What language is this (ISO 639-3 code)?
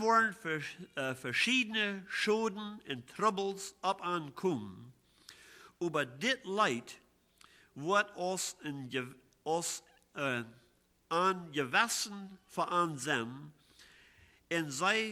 pdt